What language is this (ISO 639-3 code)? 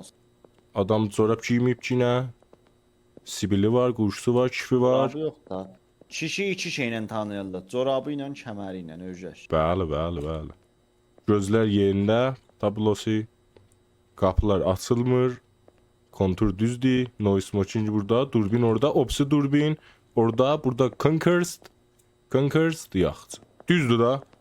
azb